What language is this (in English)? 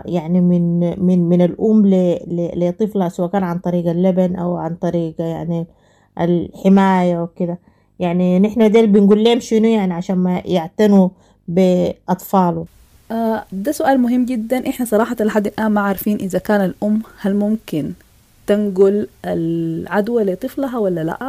Sudanese Arabic